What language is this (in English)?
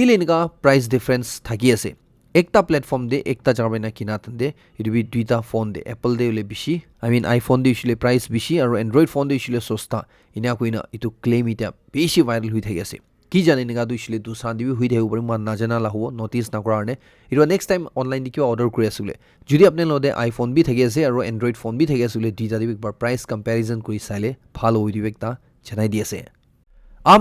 Naga Pidgin